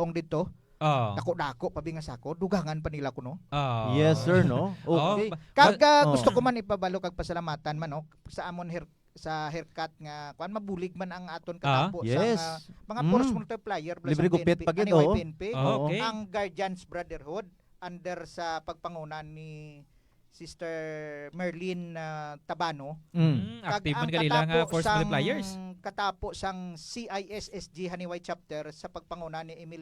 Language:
Hiligaynon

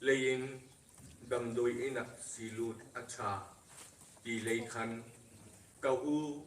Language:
Hmar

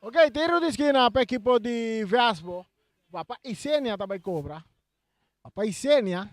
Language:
Papiamento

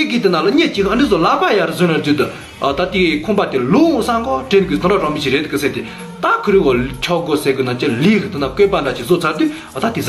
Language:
Tibetan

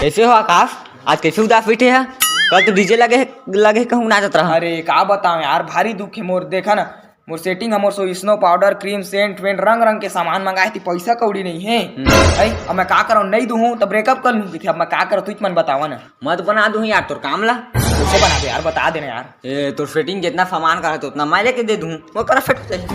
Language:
Chhattisgarhi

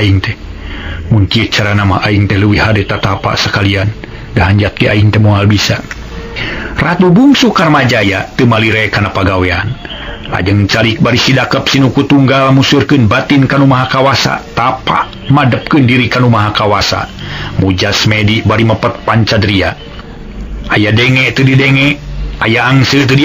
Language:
Sundanese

